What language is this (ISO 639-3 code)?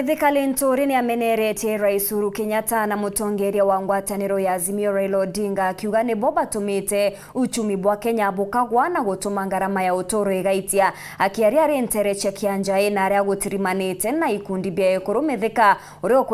mer